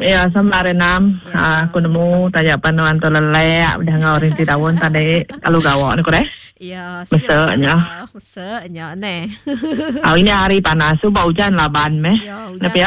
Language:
Iban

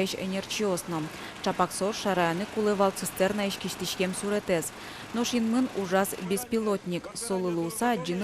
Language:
Udmurt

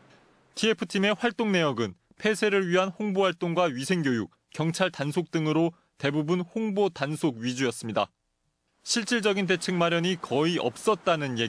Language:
Korean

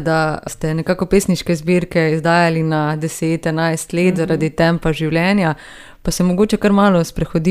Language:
Slovenian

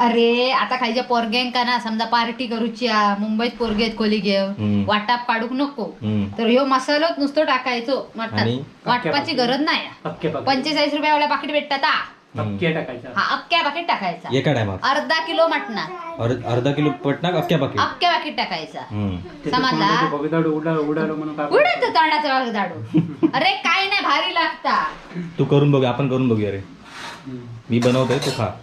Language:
Konkani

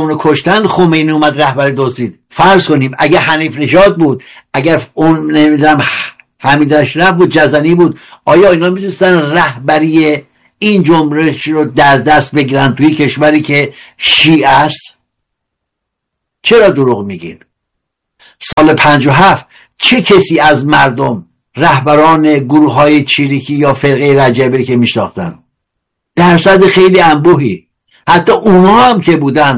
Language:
Persian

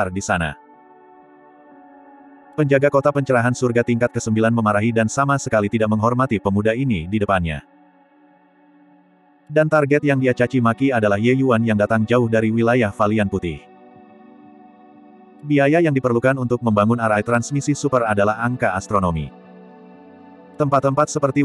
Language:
Indonesian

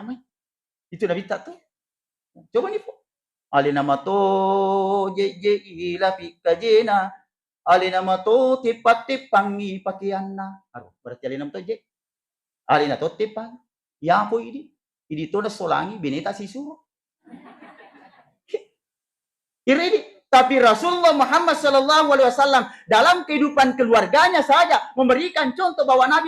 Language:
Buginese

